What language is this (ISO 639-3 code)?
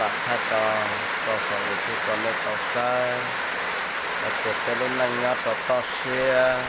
hmn